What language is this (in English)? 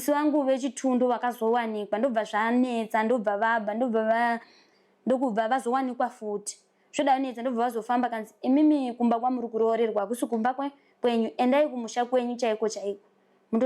Shona